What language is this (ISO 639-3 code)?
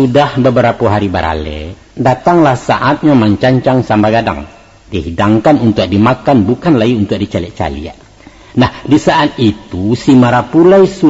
min